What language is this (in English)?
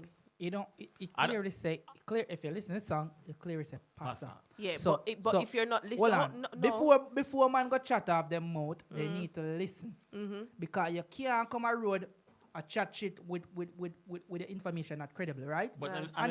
Jamaican Creole English